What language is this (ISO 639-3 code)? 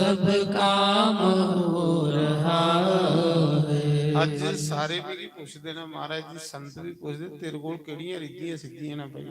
doi